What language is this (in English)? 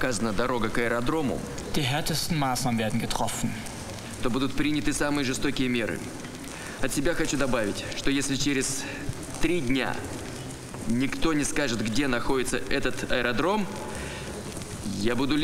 Russian